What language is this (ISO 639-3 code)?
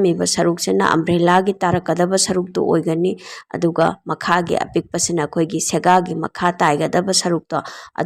mni